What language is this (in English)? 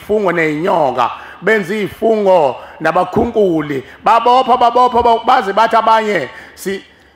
Zulu